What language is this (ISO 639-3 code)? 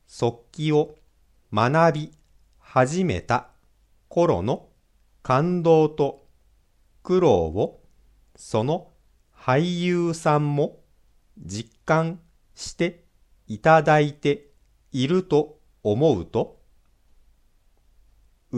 jpn